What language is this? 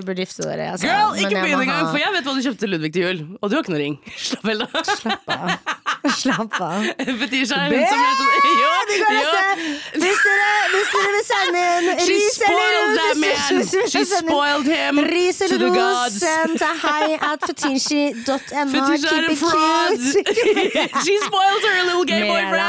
Norwegian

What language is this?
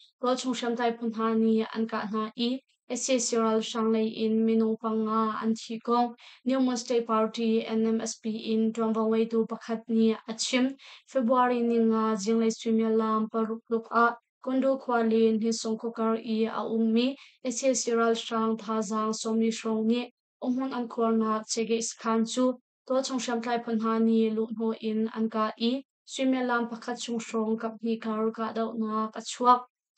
Hakha Chin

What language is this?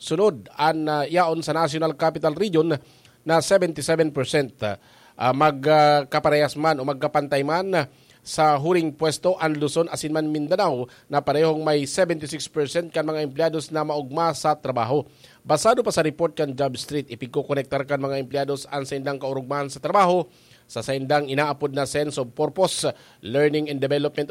Bikol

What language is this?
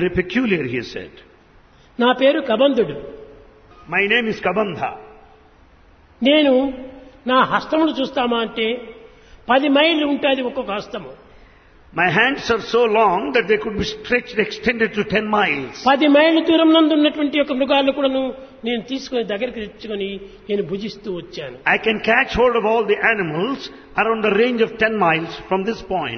Telugu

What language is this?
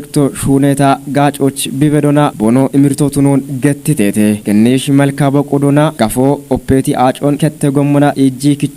Kafa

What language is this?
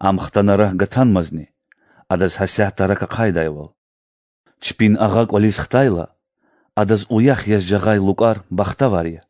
Lezghian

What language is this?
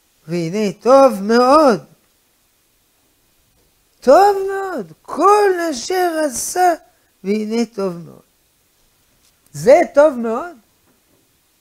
Hebrew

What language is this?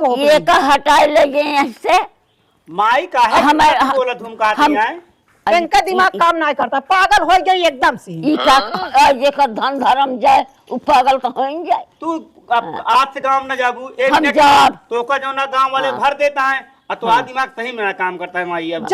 Awadhi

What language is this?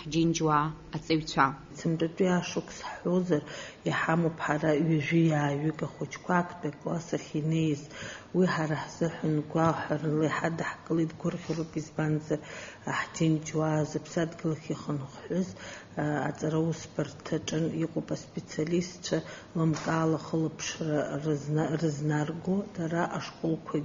Abkhazian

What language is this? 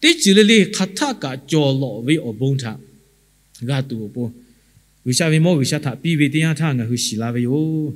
Lahu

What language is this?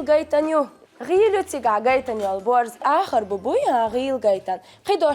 Chechen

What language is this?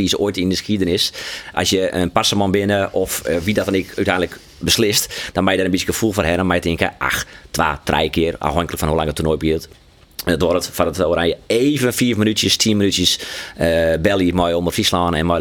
Western Frisian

